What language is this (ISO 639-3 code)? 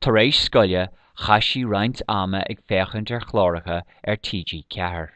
gle